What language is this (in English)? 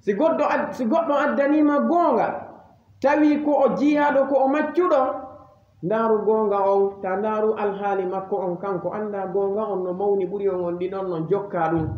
Fula